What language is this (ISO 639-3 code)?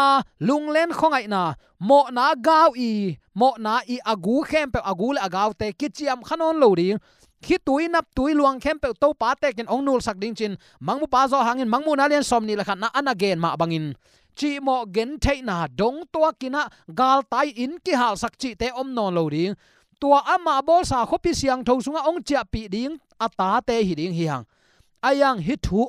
ctd